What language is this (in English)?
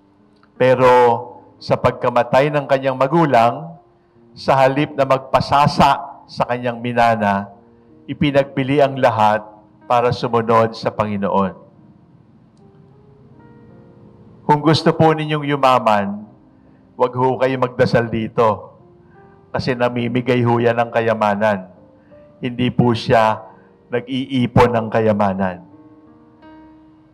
Filipino